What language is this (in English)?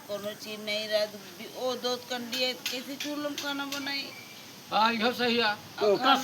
Awadhi